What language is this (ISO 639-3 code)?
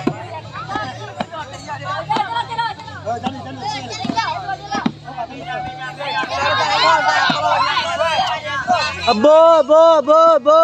ksw